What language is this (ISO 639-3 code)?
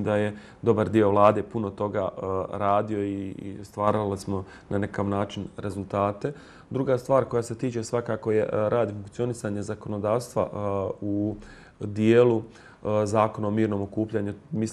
bos